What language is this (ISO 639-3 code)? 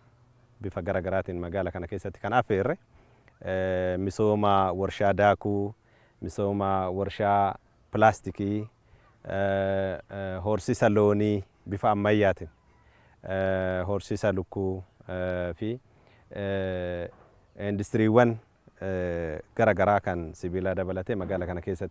orm